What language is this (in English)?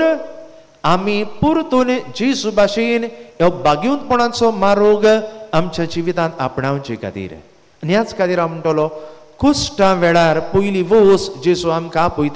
Konkani